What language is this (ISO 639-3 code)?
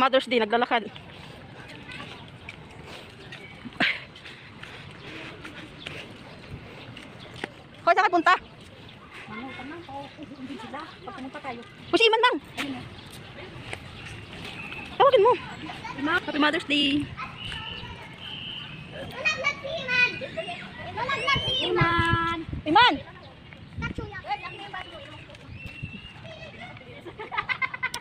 fil